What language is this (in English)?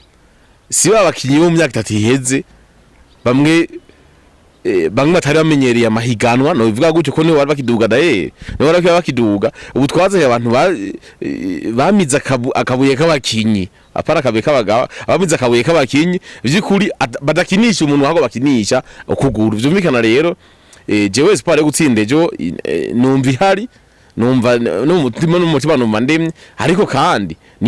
Rundi